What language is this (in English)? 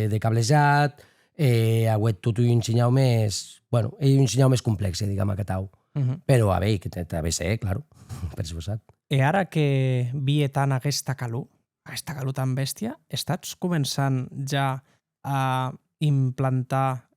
Occitan